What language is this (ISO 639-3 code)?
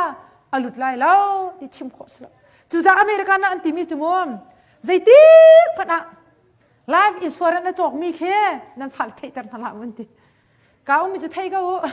cnh